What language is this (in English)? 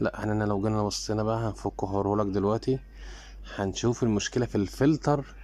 Egyptian Arabic